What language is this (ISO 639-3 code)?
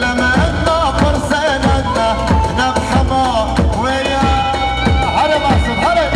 kur